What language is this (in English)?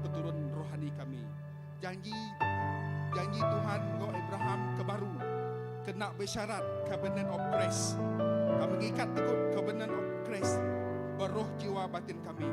Iban